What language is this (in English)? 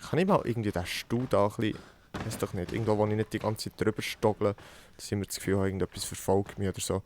Swiss German